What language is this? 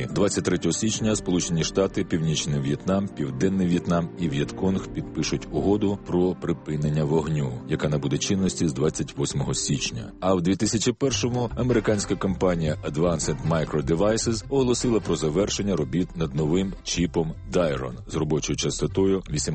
Ukrainian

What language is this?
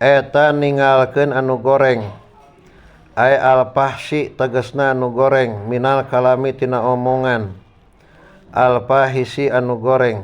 Sundanese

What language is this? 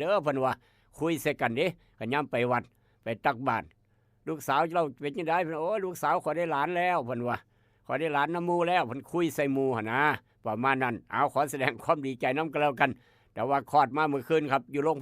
Northeastern Thai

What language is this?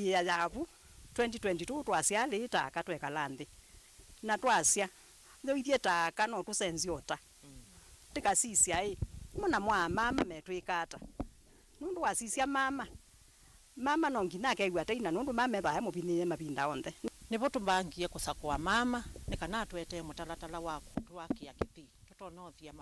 Kamba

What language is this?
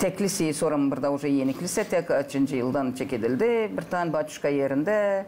Gagauz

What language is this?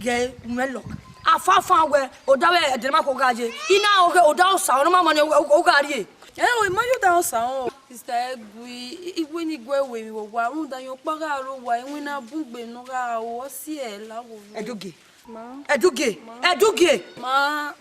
Bini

